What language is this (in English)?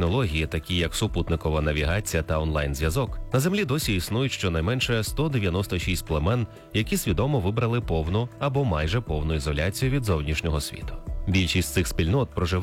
Ukrainian